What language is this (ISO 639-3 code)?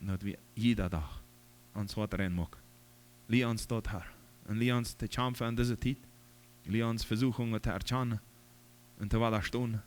pdt